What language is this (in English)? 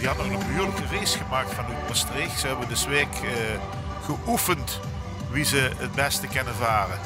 Limburgish